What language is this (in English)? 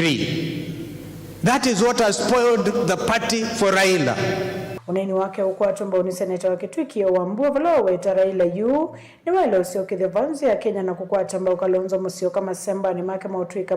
Kamba